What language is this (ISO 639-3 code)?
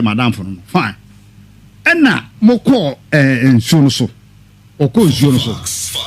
aka